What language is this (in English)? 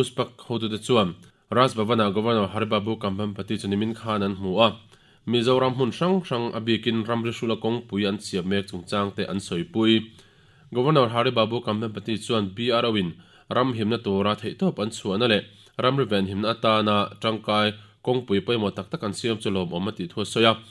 Mizo